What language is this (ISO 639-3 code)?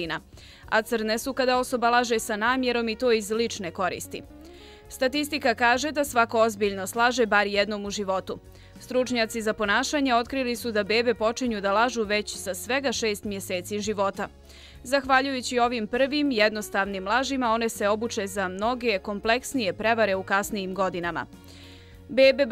srp